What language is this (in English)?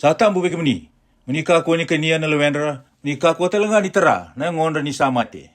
Fijian